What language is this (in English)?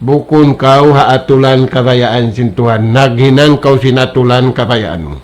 Tausug